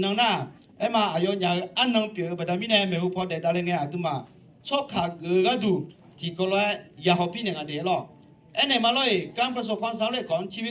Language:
Akha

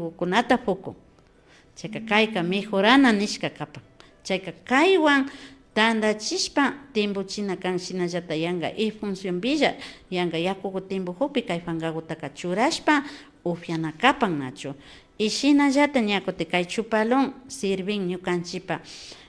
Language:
Imbabura Highland Quichua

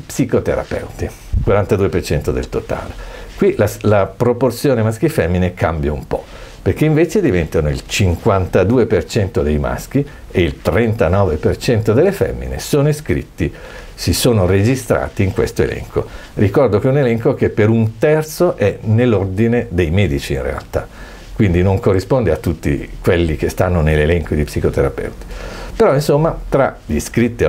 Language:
Italian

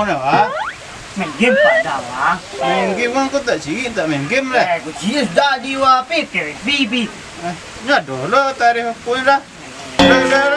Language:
Minangkabau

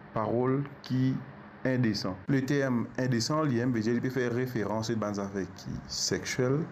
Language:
Morisyen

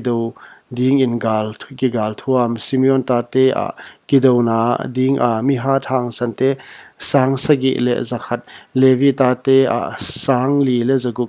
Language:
Paite Chin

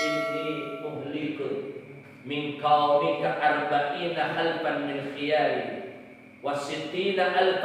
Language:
Sundanese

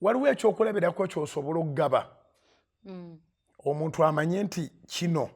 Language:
Ganda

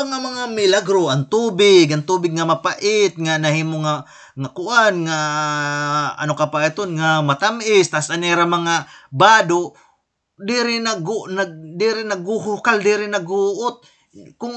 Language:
Waray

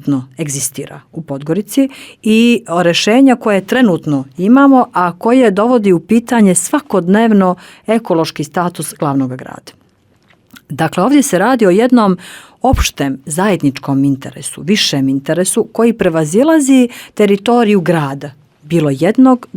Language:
Bosnian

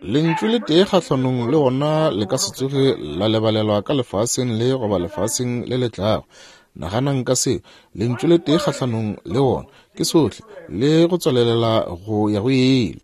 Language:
Northern Sotho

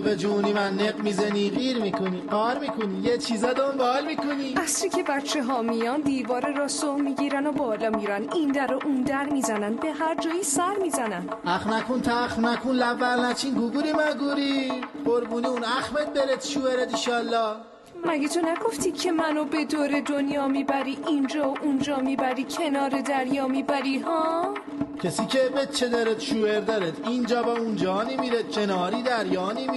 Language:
Persian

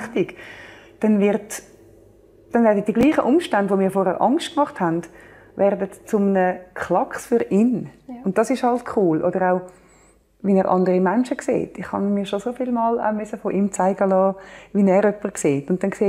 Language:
Swiss German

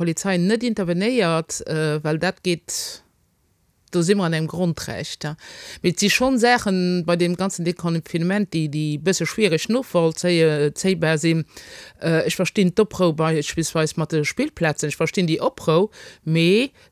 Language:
Luxembourgish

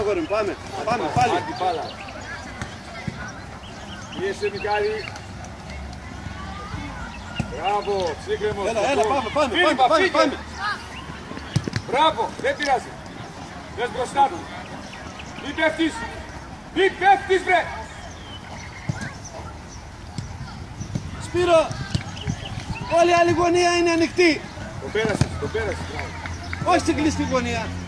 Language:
Greek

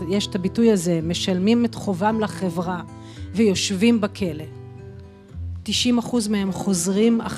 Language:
Hebrew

